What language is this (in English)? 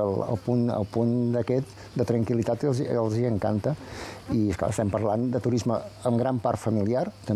Catalan